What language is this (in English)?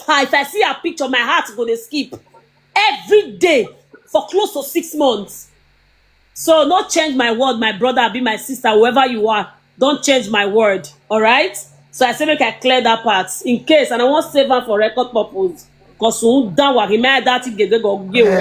Nigerian Pidgin